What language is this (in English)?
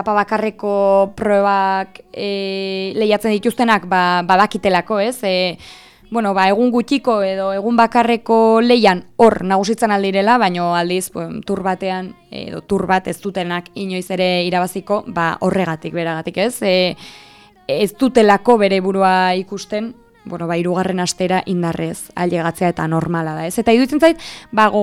Basque